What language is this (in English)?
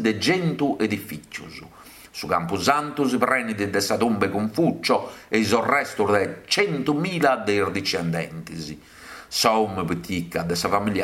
Sardinian